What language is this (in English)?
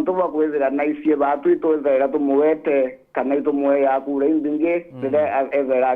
Meru